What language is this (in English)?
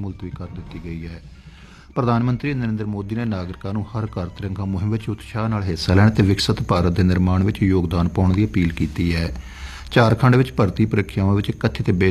Punjabi